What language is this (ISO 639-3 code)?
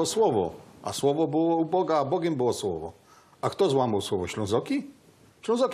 szl